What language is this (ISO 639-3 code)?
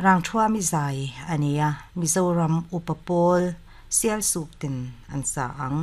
lus